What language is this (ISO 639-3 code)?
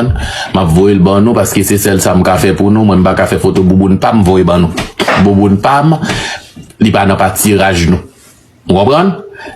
hat